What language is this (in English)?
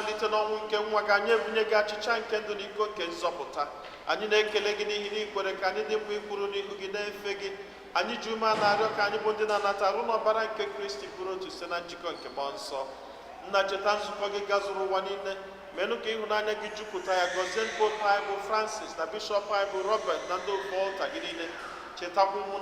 Igbo